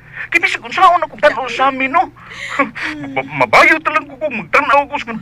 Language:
Cebuano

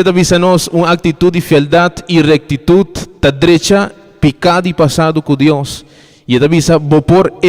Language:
Papiamento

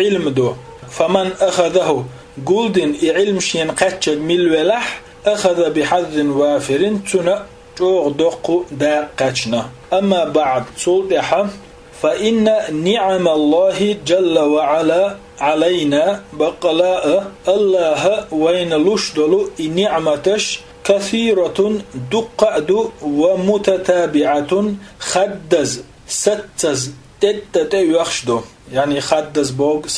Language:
Chechen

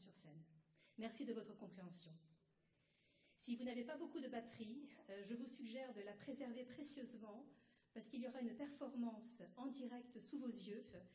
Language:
French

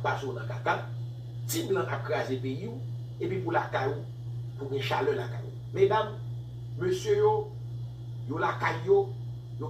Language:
Haitian Creole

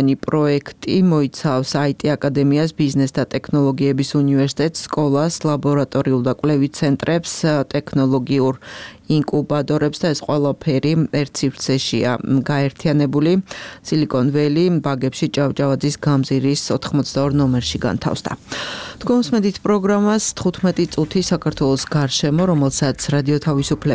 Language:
Georgian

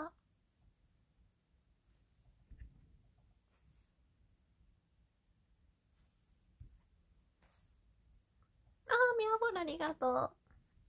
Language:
Japanese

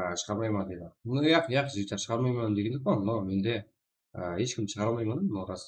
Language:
Kara-Kalpak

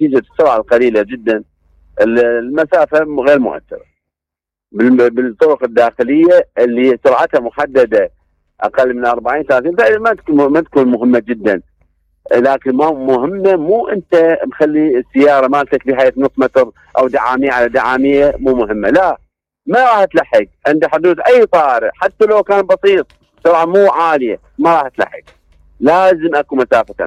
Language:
Mesopotamian Arabic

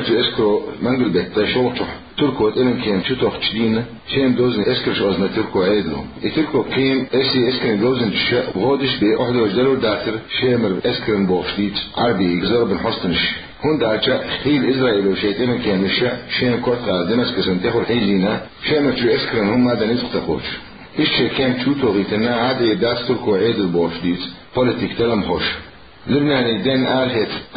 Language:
Chechen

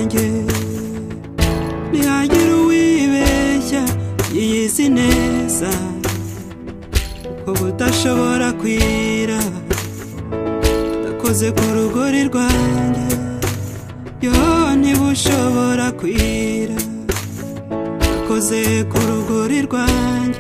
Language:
Kinyarwanda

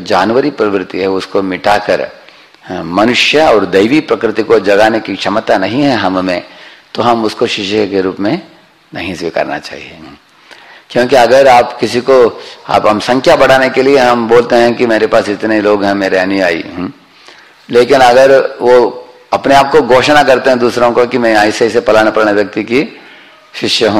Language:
Hindi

